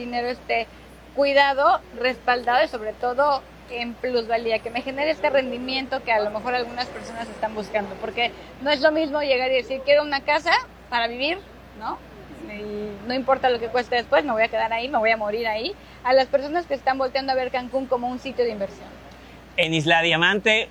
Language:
Spanish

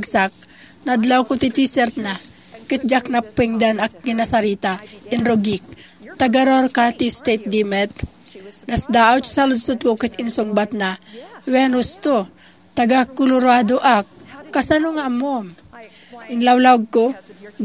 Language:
Iloko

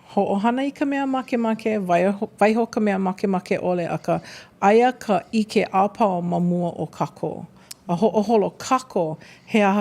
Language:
Hawaiian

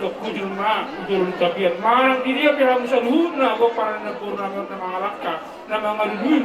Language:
Batak Toba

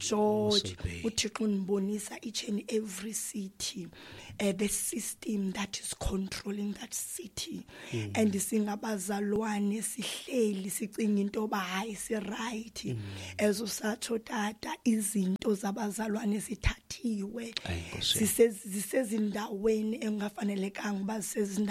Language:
Xhosa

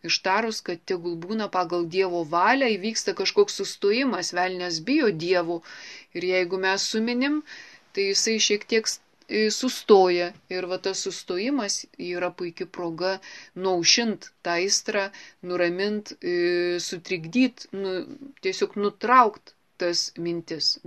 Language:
Lithuanian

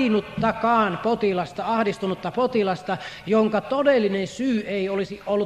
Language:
Finnish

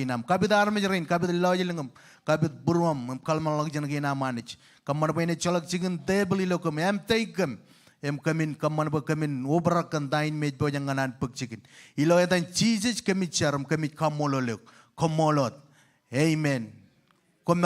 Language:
Marshallese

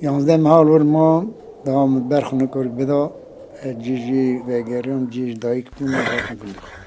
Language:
Kurdish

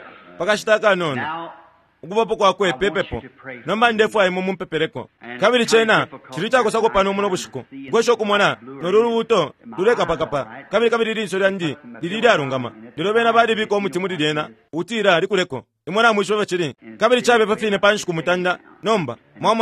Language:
Bemba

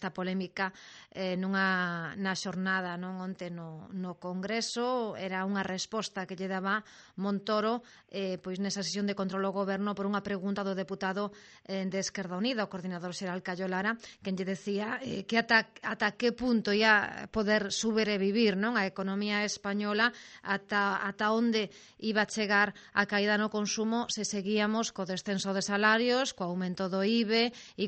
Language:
Galician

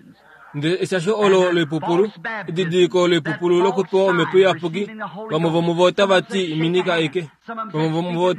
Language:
Kuanyama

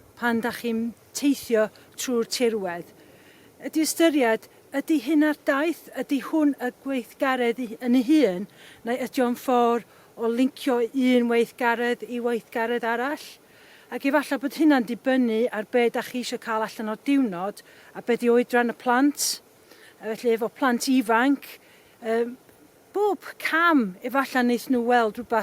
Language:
Welsh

